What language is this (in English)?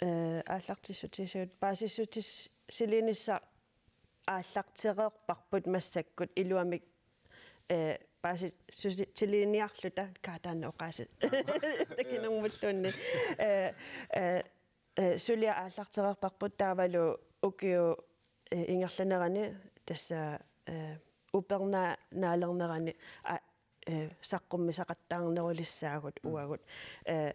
Kalaallisut